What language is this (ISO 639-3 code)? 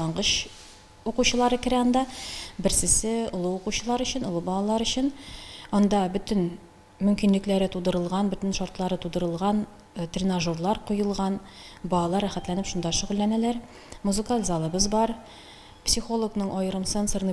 tat